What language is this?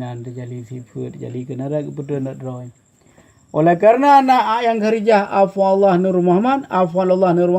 Achinese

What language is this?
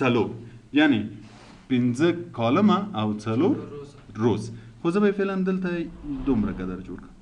Pashto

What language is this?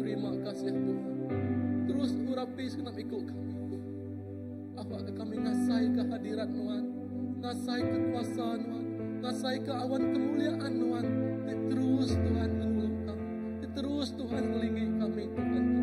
Iban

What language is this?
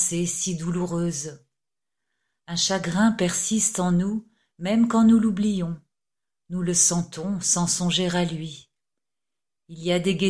French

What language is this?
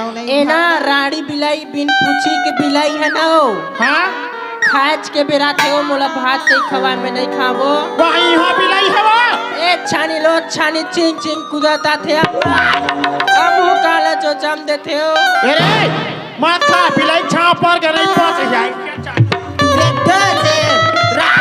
Chhattisgarhi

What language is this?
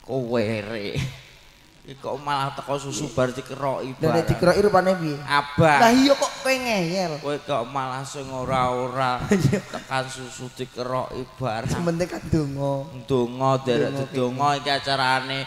Javanese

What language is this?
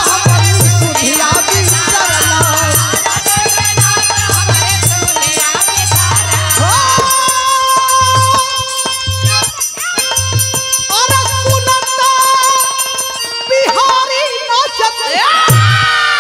Bhojpuri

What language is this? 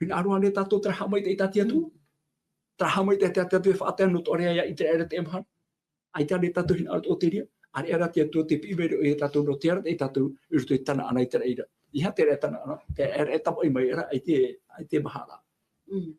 Tahitian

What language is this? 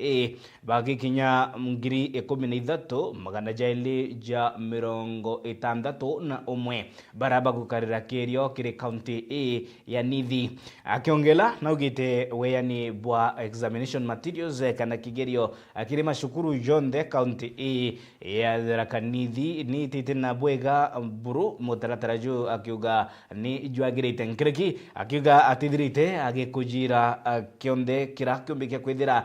Meru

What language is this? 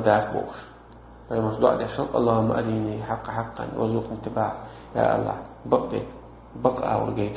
Chechen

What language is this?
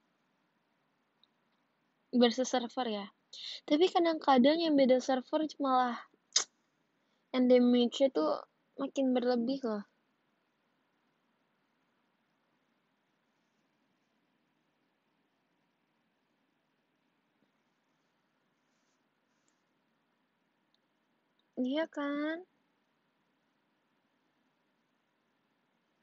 Indonesian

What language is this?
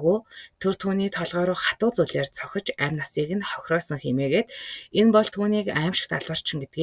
Mongolian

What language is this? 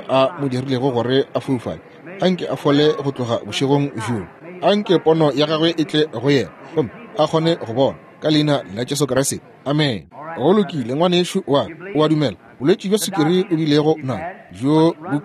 Northern Sotho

